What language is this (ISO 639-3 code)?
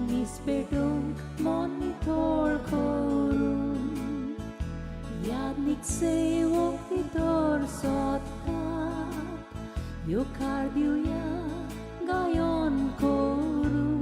kok